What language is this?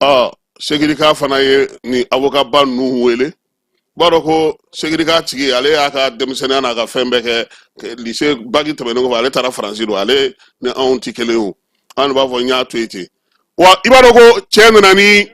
Bambara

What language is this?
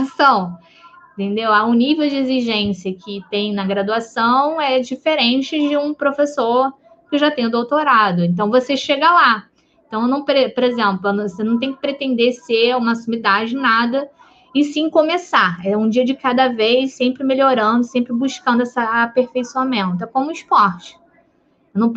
Portuguese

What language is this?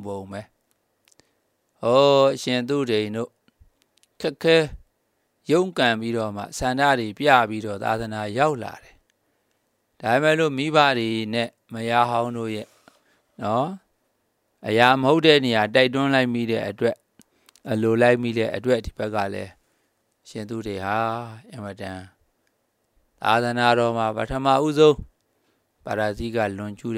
Burmese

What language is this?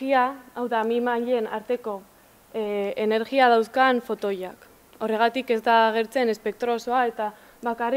Basque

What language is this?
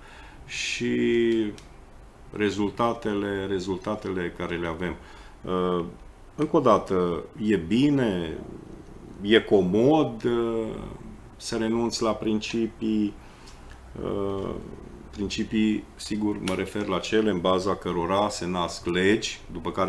Romanian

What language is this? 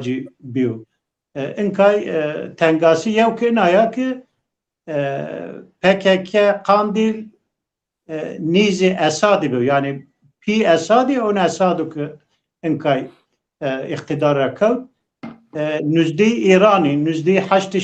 Zaza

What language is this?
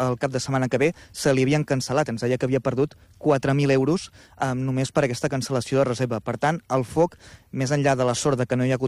Catalan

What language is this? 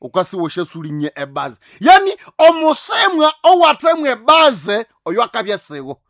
Nande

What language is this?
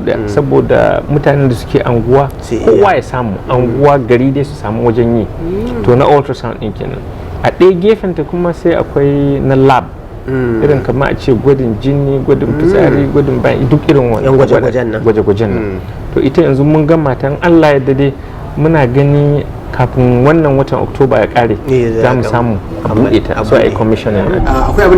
Hausa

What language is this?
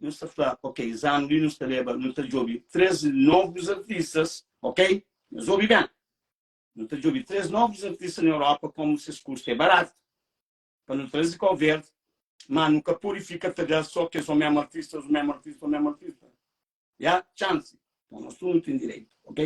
Kabuverdianu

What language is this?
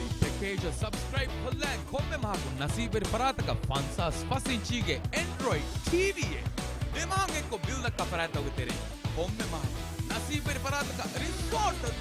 Divehi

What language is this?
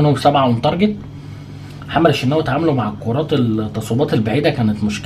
Egyptian Arabic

